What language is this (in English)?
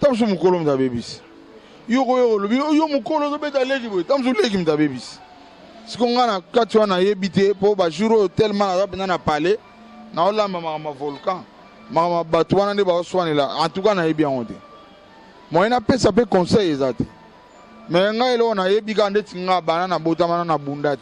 Lingala